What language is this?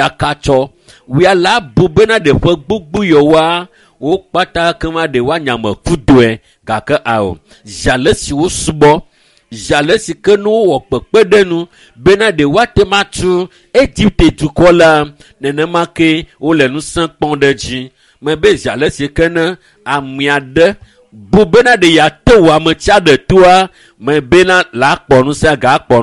Ewe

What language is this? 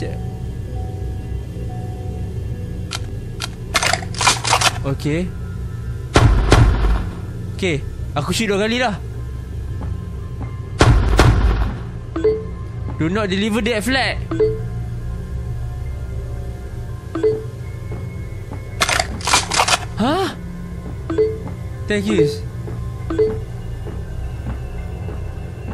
Malay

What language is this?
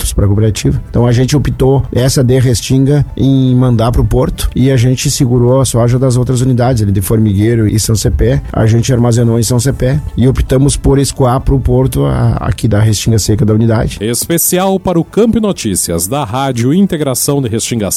Portuguese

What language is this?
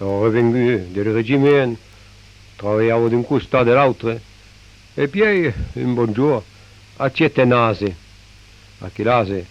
Occitan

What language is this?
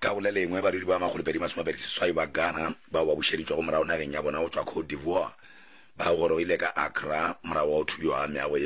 Northern Sotho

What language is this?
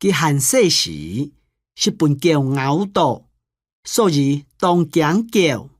Hakka Chinese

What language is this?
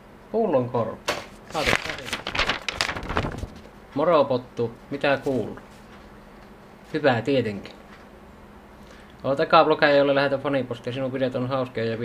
Finnish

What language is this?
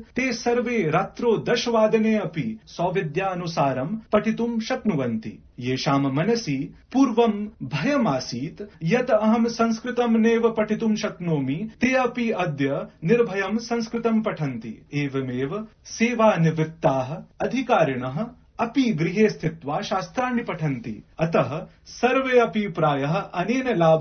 Sanskrit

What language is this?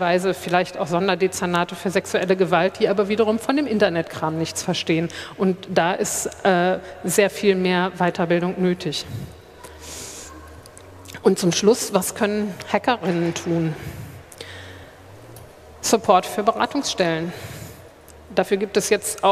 German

